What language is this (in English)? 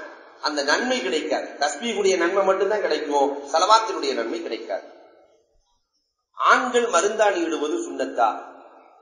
Tamil